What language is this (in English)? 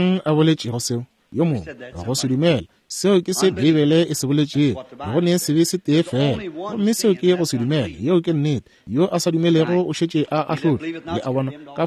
Northern Sotho